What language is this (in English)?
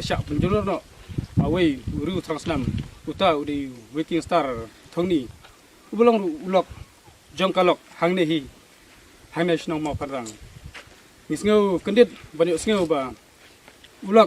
Khasi